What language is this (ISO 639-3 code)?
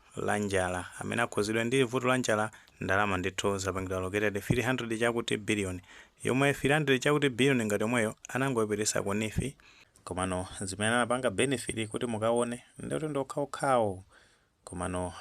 nya